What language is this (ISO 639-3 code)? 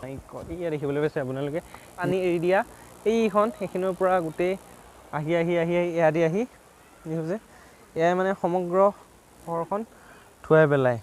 asm